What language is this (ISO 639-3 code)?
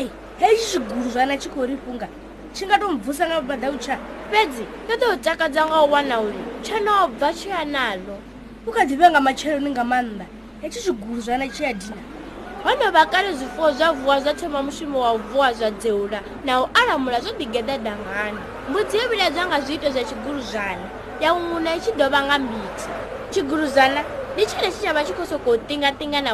ven